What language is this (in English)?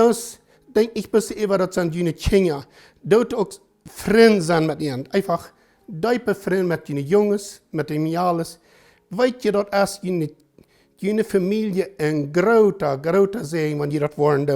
Plautdietsch